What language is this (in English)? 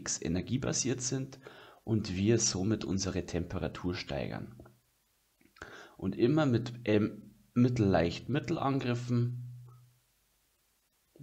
German